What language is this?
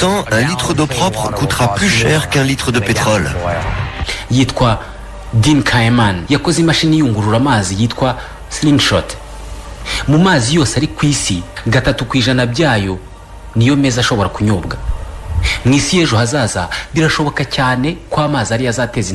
Kinyarwanda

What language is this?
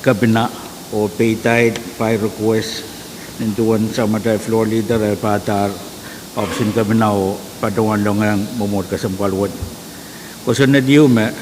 Pohnpeian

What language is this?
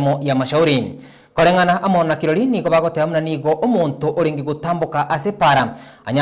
Gusii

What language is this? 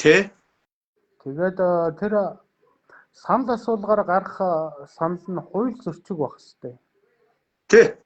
Mongolian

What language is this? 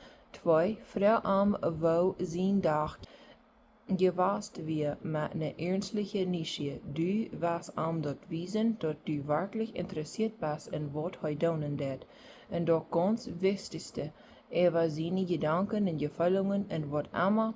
Plautdietsch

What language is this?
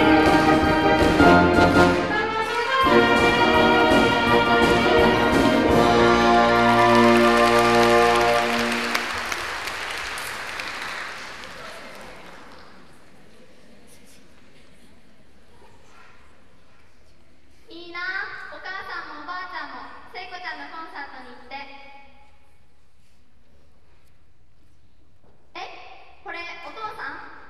Japanese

